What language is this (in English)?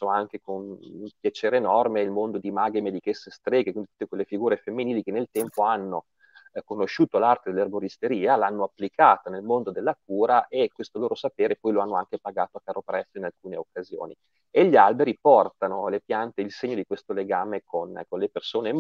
Italian